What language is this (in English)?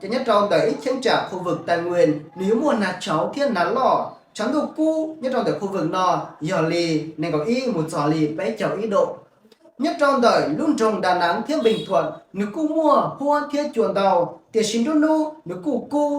Hmong